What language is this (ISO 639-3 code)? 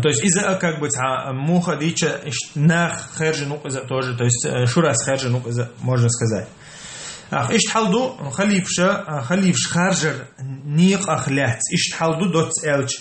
che